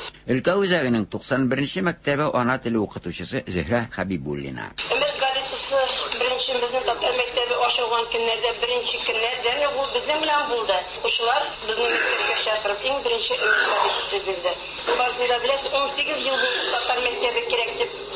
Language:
Tatar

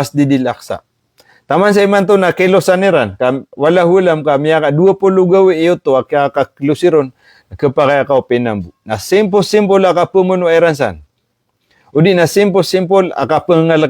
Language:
Maranao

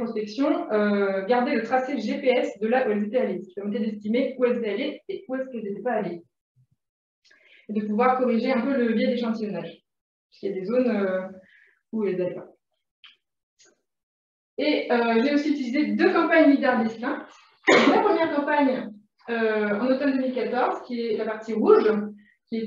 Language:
French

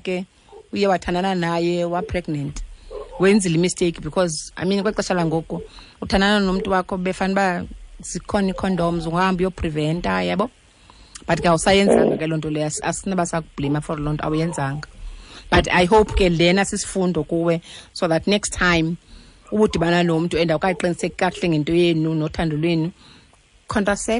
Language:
Xhosa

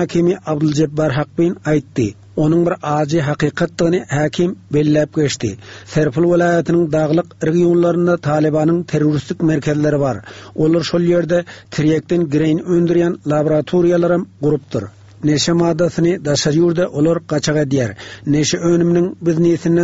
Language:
Turkmen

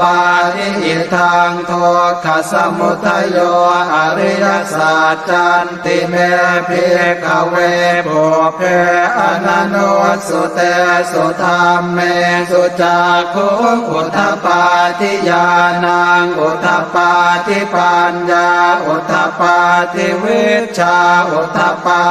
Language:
Pali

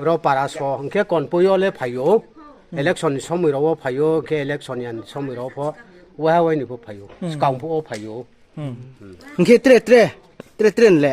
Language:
Riang (India)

